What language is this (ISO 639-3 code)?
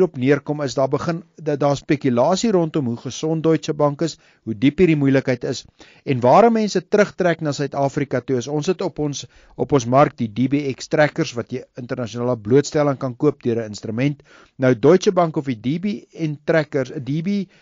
afr